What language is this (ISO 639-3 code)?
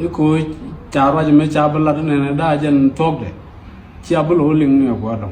nus